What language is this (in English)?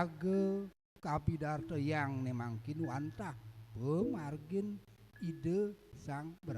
Balinese